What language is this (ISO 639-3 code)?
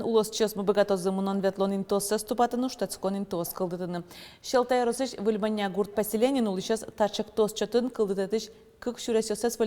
udm